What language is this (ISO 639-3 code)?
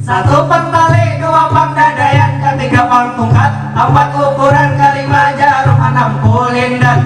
bjn